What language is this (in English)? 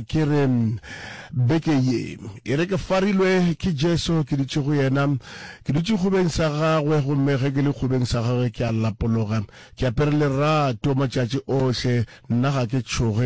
Northern Sotho